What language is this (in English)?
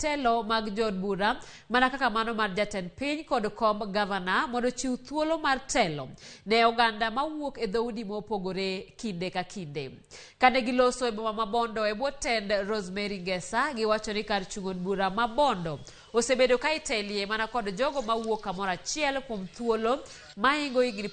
Luo (Kenya and Tanzania)